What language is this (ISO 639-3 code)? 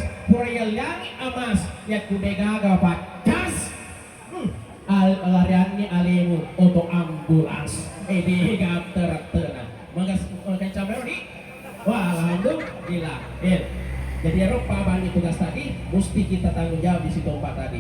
bug